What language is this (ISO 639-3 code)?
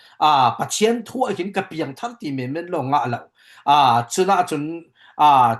cfm